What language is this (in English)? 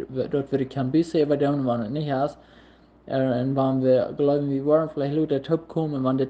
Plautdietsch